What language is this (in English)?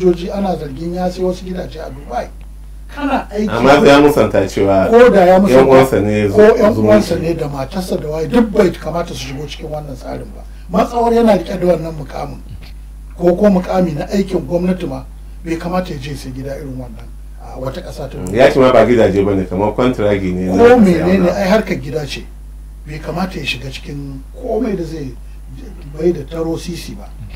Hausa